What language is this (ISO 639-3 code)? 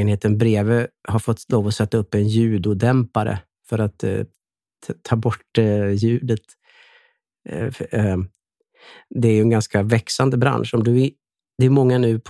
swe